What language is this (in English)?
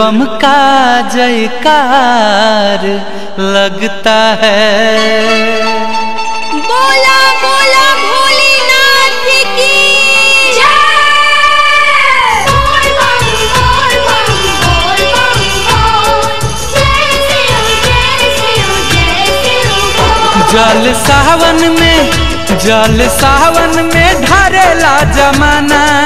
Bhojpuri